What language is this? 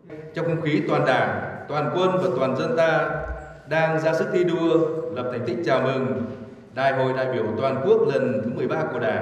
Vietnamese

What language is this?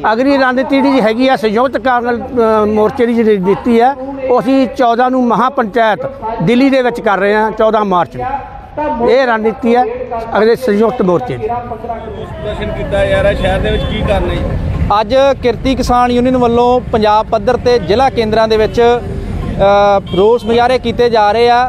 Punjabi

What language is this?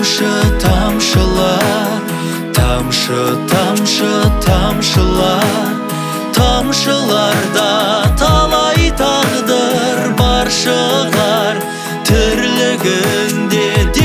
Kazakh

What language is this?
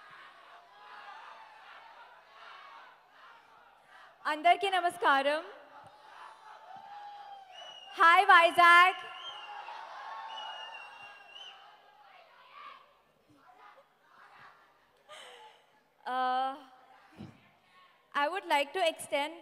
Telugu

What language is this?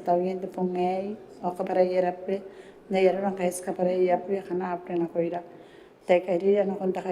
Gilbertese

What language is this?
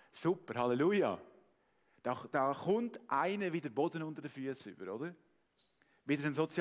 Swiss German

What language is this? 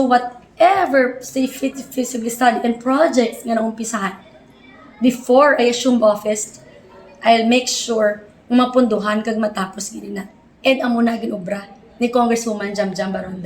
Hiligaynon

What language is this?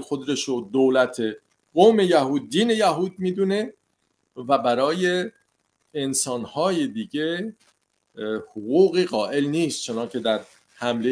Persian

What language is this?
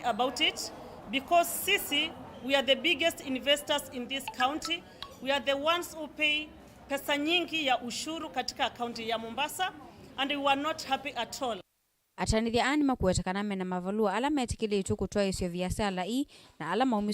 Kamba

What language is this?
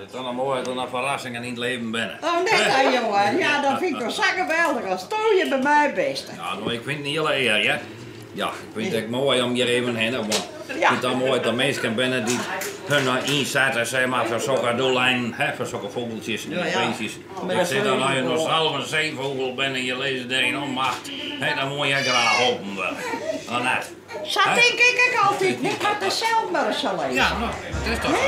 Western Frisian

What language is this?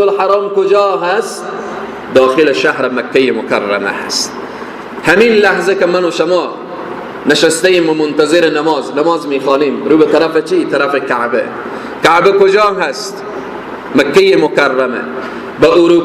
Persian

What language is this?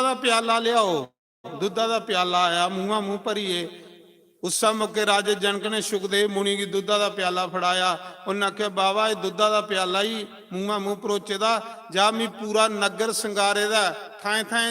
Dogri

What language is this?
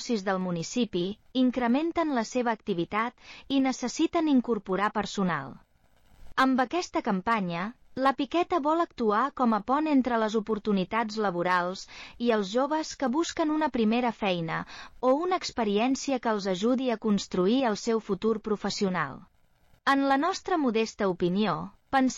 Catalan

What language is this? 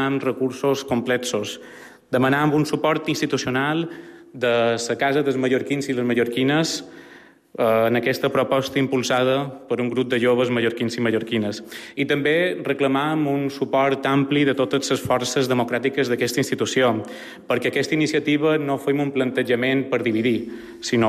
Catalan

